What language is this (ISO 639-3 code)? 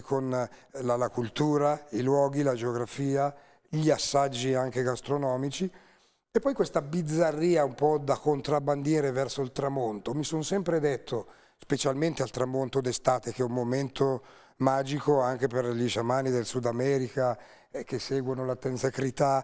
ita